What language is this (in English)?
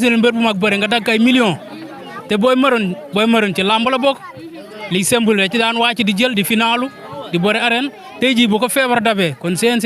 Wolof